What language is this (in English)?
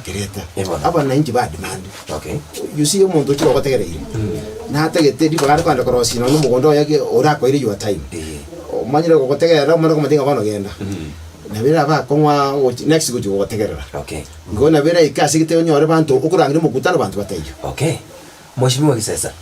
Gusii